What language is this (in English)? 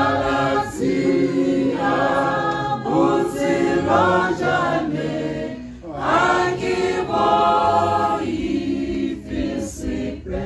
Tswana